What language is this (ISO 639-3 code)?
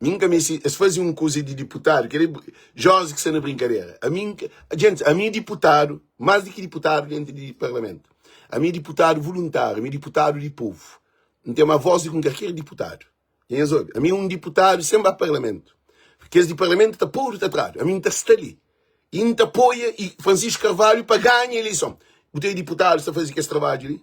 kea